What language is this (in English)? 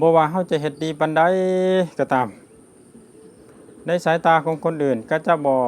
Lao